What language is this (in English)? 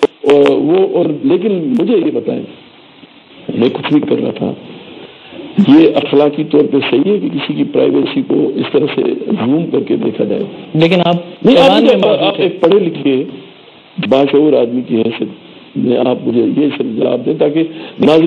Urdu